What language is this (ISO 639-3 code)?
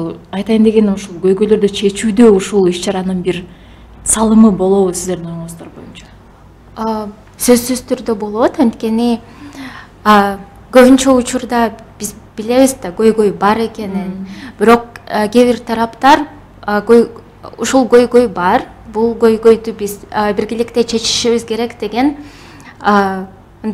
kir